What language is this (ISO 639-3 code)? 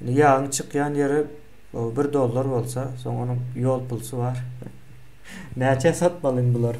tuk